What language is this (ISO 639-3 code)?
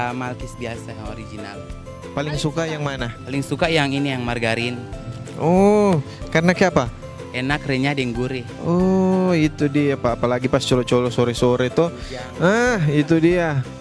xmm